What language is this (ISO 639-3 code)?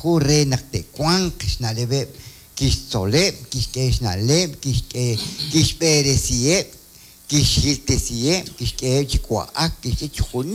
kek